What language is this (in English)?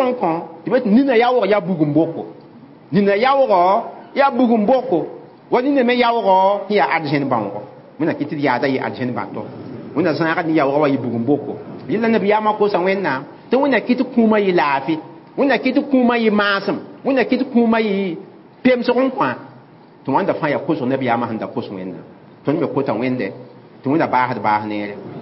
Mossi